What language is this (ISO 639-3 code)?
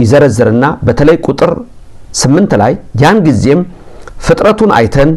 amh